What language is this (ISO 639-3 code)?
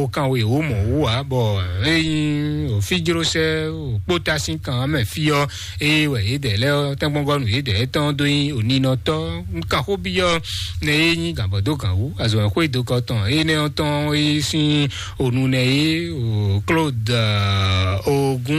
fon